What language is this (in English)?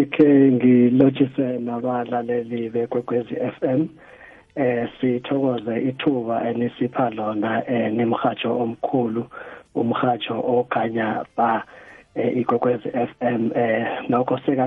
South Ndebele